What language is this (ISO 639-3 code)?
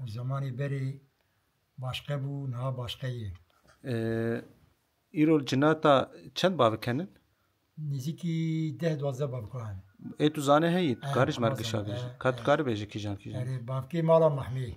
kur